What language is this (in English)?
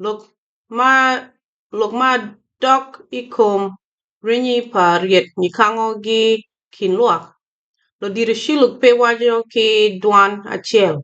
Acoli